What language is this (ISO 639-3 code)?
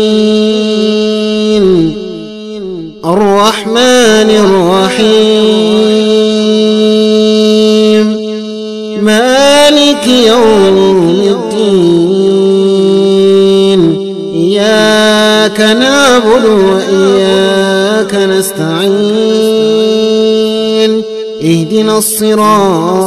ara